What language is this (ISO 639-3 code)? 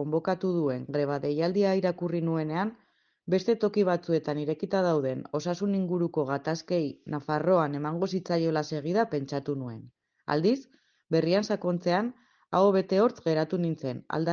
eus